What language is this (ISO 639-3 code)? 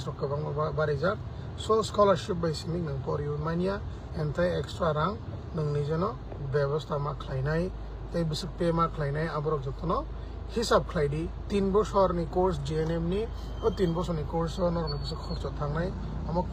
trp